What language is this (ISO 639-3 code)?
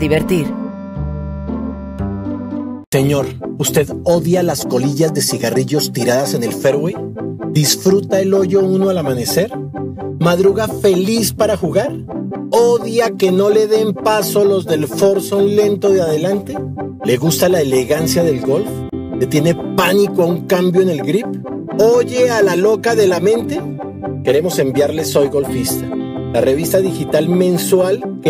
spa